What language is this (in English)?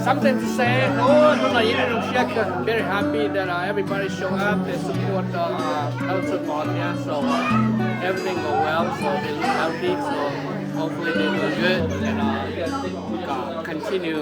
Hmong